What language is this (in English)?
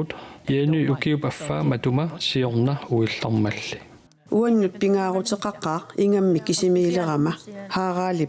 Kalaallisut